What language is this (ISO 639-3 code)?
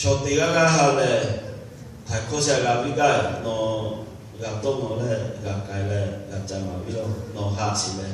lhu